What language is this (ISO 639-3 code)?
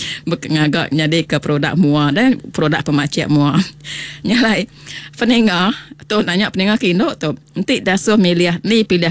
iba